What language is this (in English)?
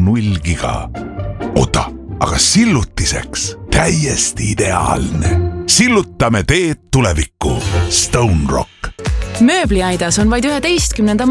Estonian